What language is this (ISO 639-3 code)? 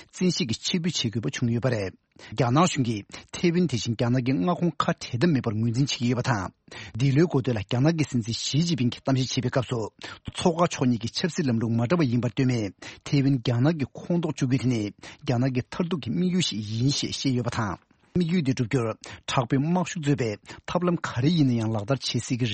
bod